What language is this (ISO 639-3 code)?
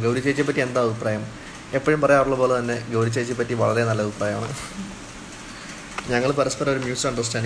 mal